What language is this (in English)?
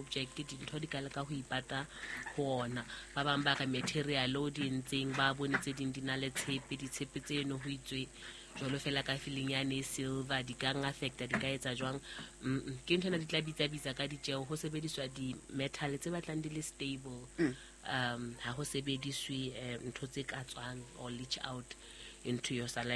Southern Sotho